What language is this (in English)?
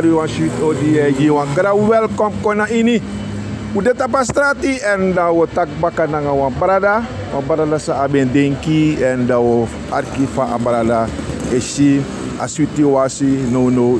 Sranan Tongo